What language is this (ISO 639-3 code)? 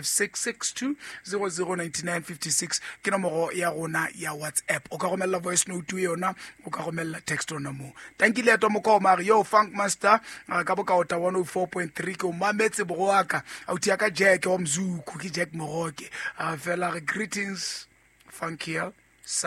sot